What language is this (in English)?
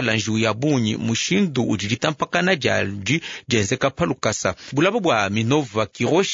Luba-Lulua